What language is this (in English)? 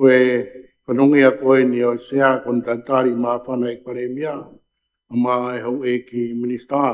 Tongan